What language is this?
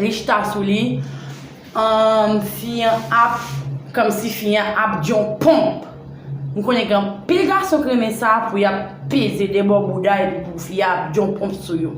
Haitian Creole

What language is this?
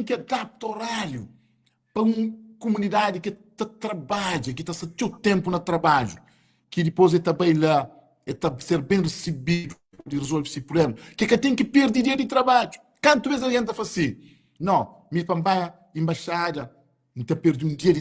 Kabuverdianu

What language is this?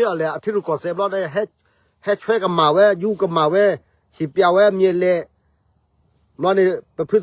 S'gaw Karen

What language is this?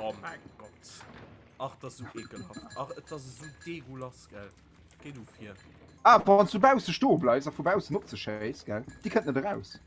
Luxembourgish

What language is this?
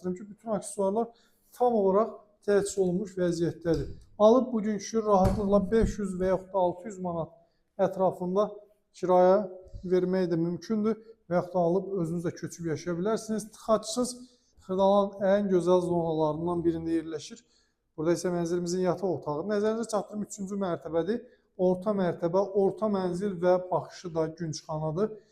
Azerbaijani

